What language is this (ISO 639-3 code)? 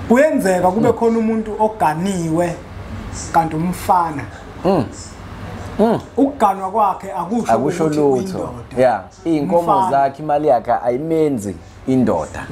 zul